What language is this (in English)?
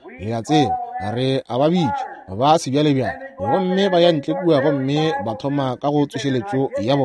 Northern Sotho